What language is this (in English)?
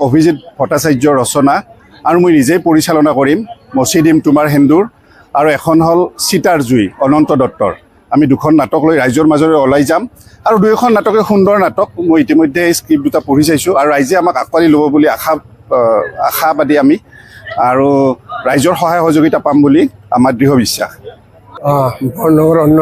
Assamese